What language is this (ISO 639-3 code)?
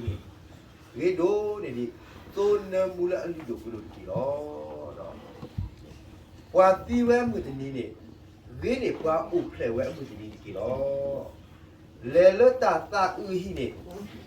ksw